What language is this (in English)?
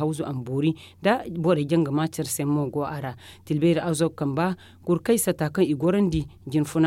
Zarma